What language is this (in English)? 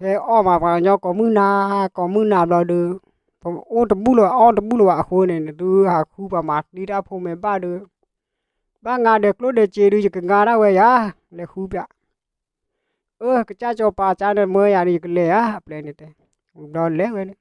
S'gaw Karen